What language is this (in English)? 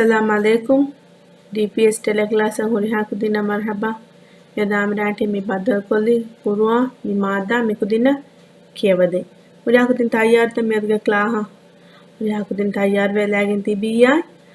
Divehi